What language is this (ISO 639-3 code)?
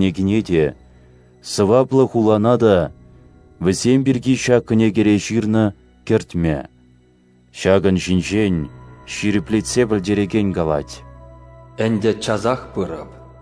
chv